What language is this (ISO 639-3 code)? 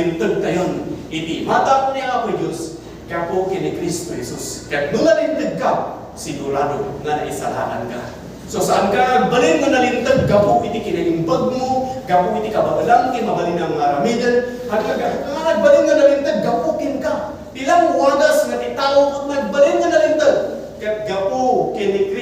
ilo